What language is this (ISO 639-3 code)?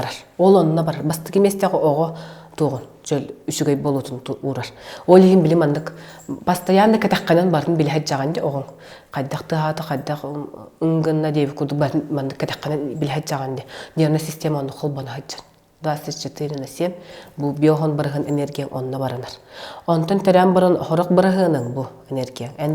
sah